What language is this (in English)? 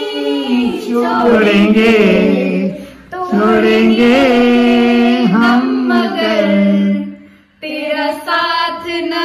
Punjabi